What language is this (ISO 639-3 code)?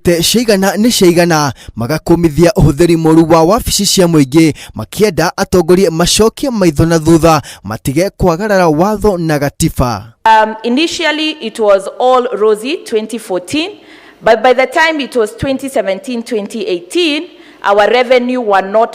kik